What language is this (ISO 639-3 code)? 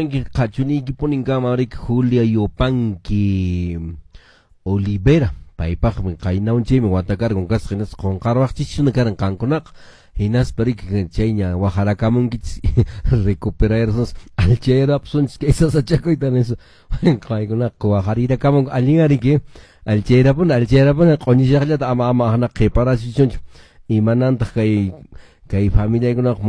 que